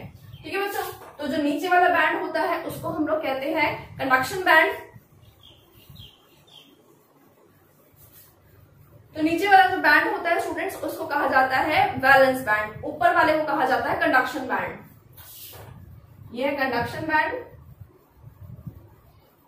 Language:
Hindi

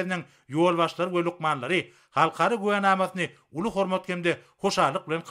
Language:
Turkmen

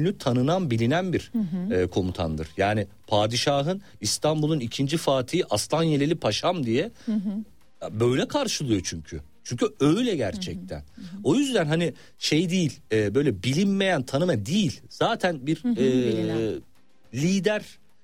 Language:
Turkish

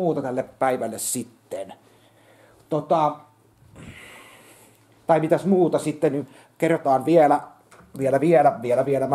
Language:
Finnish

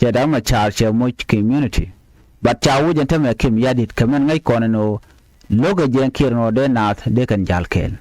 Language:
Nuer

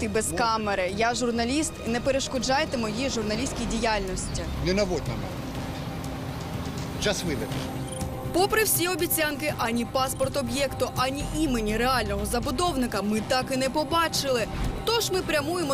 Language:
Ukrainian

